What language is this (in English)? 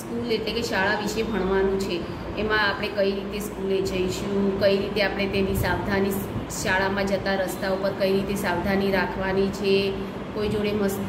Gujarati